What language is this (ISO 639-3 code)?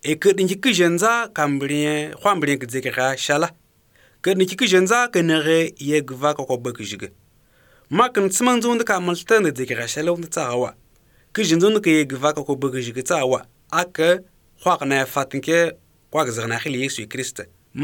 aze